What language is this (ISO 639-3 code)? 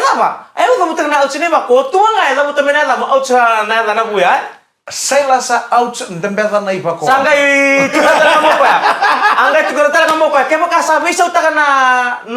fij